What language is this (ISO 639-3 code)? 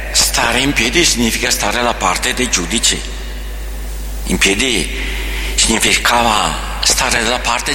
ita